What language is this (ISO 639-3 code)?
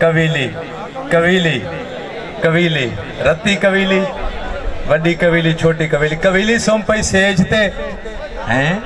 skr